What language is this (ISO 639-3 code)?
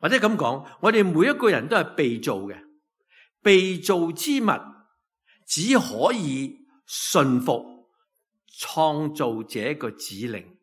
yue